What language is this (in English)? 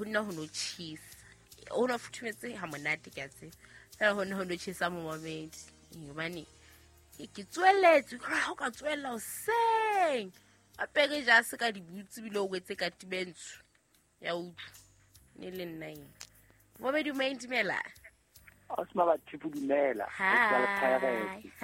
Southern Sotho